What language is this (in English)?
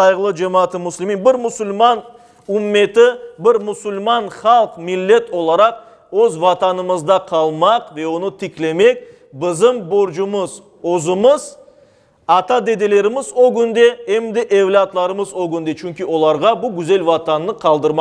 Crimean Tatar